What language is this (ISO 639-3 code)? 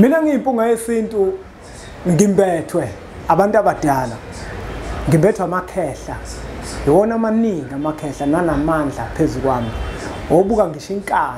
zul